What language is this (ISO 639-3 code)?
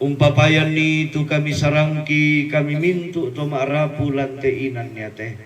sda